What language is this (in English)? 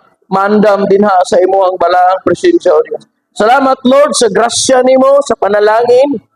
Cebuano